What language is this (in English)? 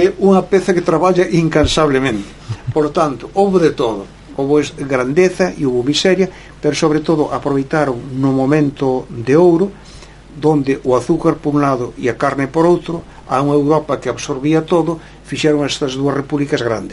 Galician